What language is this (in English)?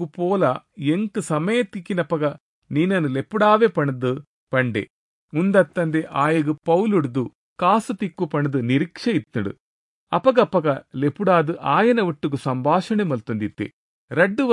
Tulu